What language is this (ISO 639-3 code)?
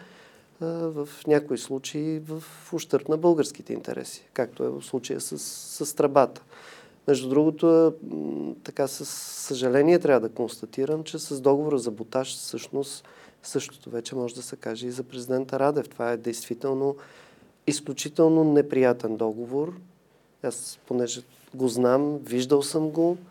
bul